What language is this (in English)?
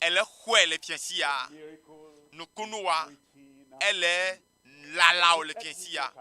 Ewe